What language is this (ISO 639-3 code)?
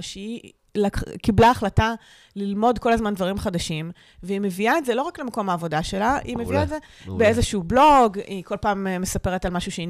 heb